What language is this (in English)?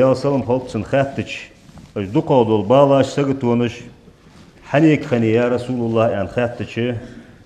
Ingush